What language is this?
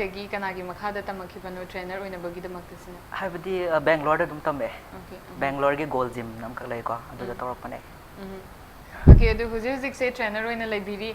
Manipuri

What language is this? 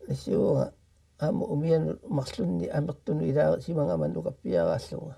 Kalaallisut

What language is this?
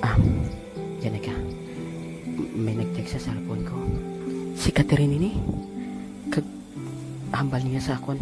Hiligaynon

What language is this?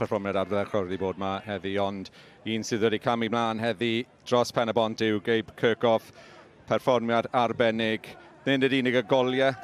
Welsh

